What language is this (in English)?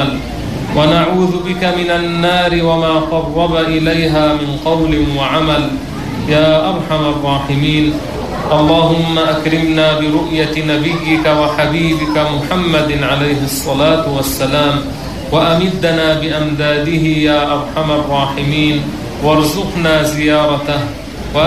Arabic